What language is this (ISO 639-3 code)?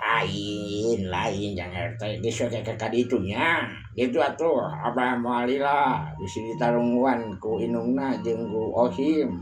sun